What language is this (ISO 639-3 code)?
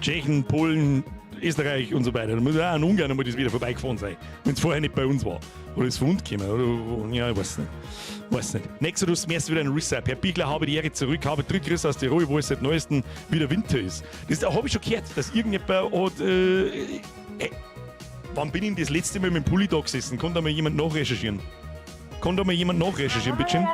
bar